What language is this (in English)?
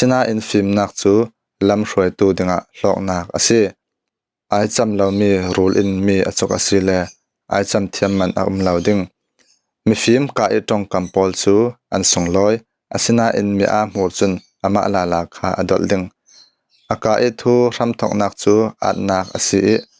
Falam Chin